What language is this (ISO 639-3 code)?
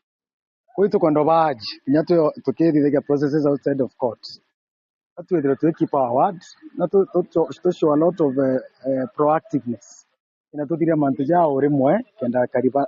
mer